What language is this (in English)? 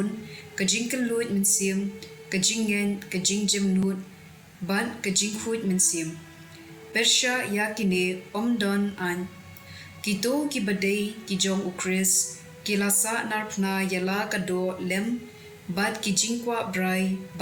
Khasi